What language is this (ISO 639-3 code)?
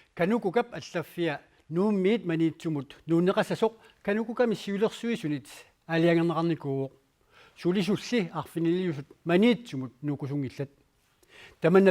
kal